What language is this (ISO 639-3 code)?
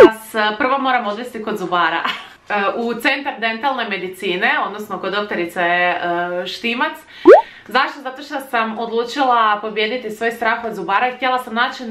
hrv